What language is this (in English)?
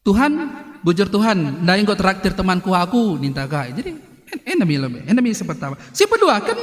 Batak Karo